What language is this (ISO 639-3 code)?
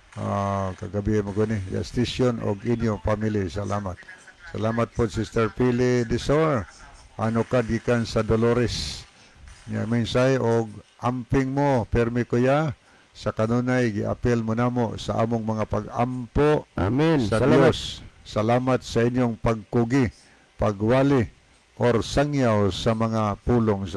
ceb